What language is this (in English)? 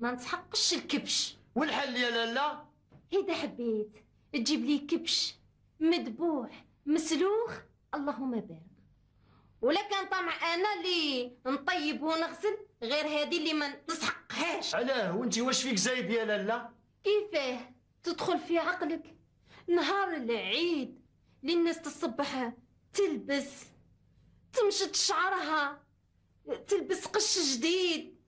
Algerian Arabic